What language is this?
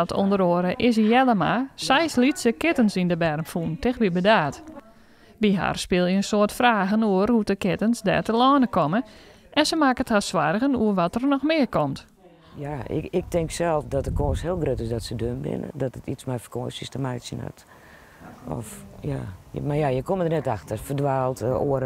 Western Frisian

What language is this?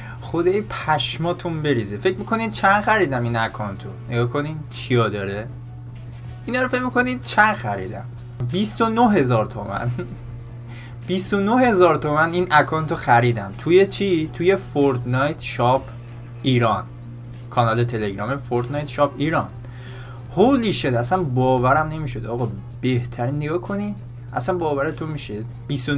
Persian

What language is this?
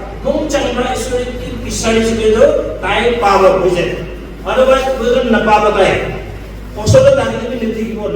Naga Pidgin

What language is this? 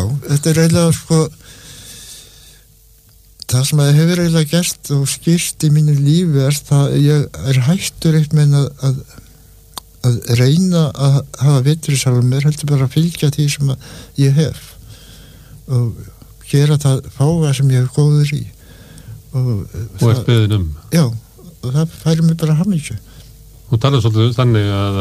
Icelandic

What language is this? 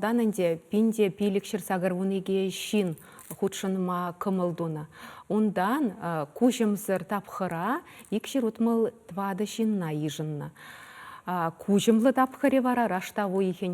Chuvash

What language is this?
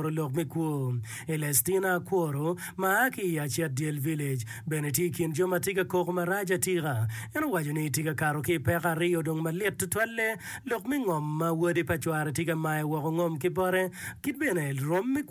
Acoli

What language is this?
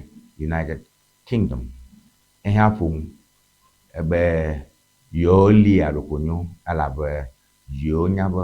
Ewe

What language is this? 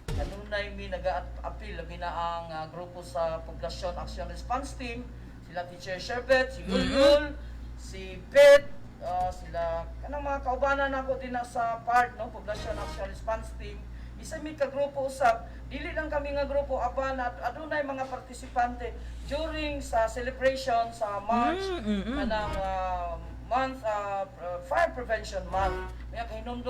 Cebuano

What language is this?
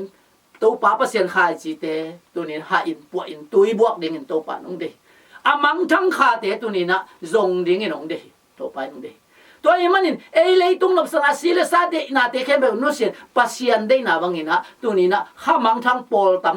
Tedim Chin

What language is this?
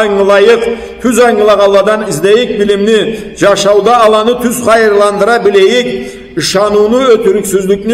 Karachay-Balkar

